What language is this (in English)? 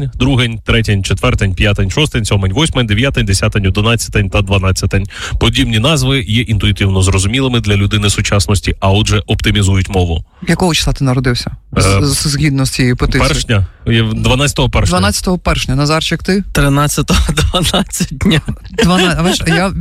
Ukrainian